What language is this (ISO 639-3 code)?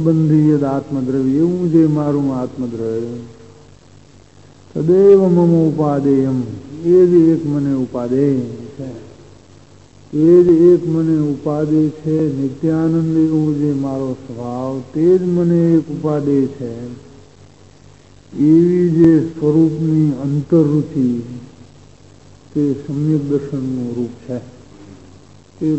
guj